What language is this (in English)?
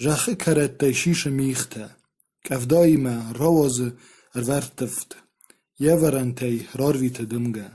Ossetic